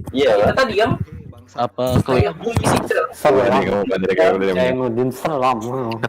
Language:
Banjar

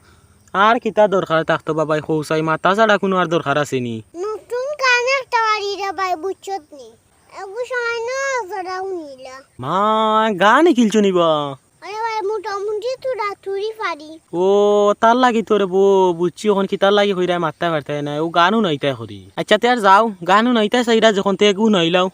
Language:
Sylheti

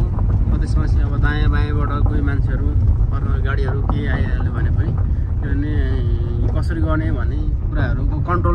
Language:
Nepali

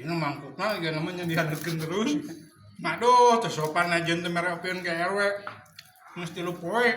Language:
Sundanese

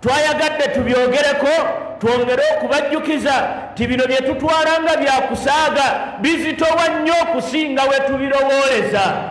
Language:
Ganda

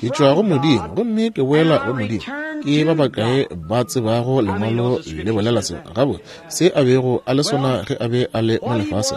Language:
Northern Sotho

